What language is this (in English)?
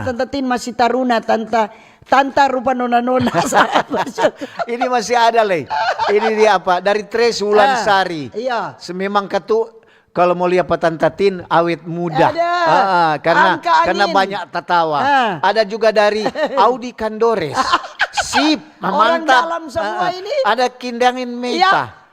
Manado Malay